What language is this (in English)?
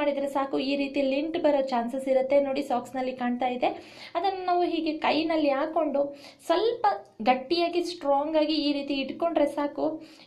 Kannada